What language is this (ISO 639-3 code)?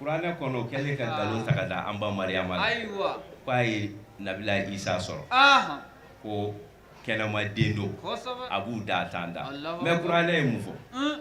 bam